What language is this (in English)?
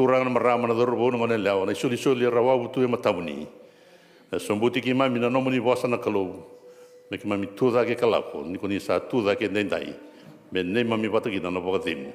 Fijian